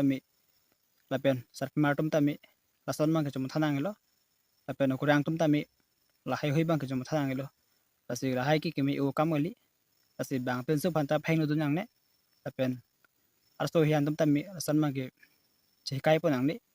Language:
Karbi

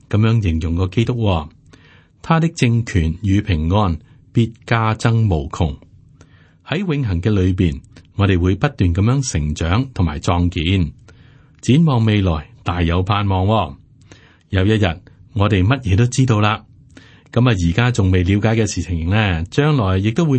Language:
Cantonese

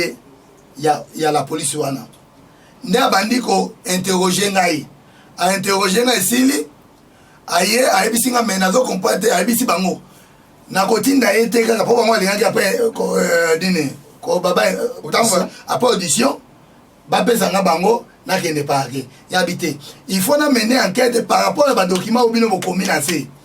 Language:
Lingala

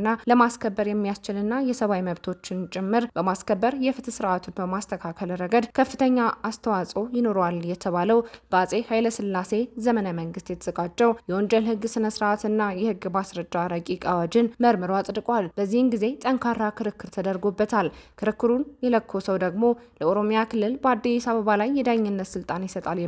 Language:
Amharic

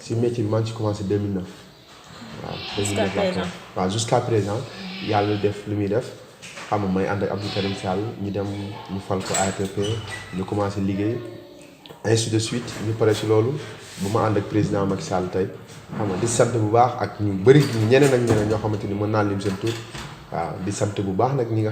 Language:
Wolof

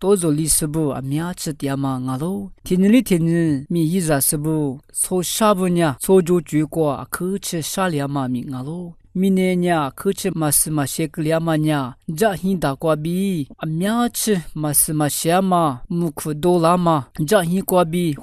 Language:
Lisu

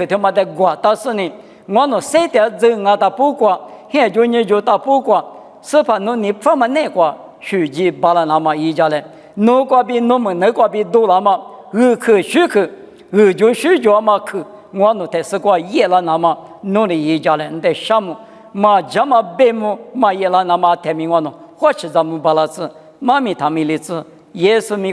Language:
Lisu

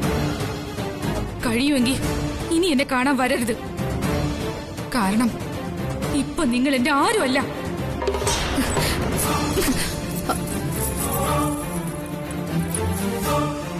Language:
Malayalam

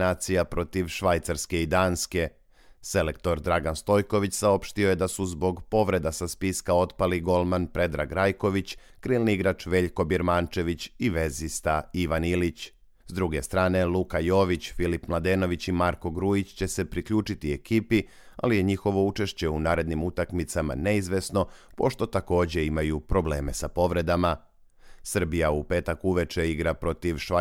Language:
Serbian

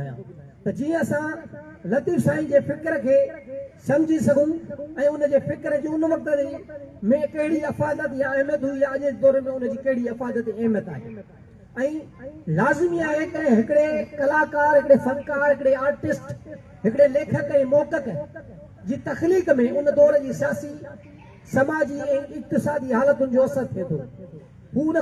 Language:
Sindhi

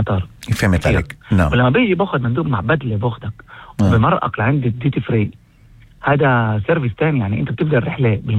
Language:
North Levantine Arabic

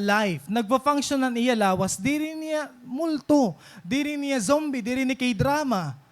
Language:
Waray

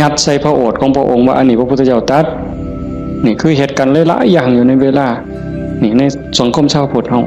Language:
Northeastern Thai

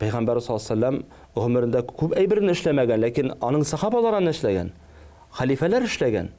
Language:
Tatar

